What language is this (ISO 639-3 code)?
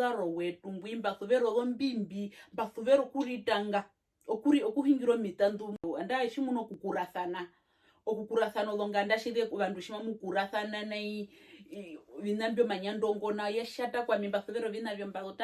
her